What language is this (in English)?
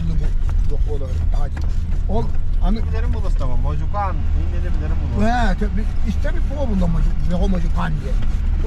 Yakut